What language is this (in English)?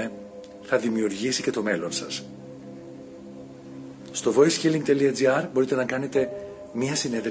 Greek